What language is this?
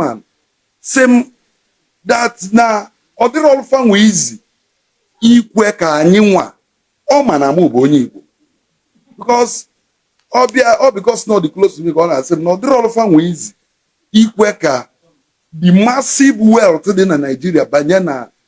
Igbo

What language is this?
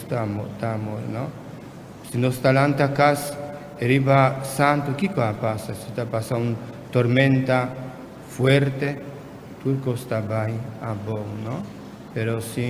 Papiamento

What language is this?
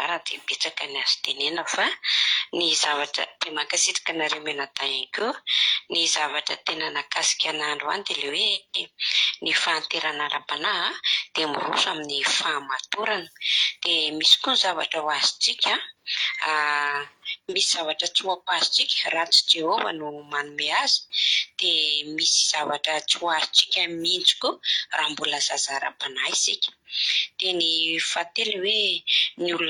Malagasy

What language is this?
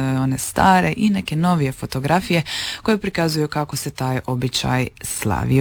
Croatian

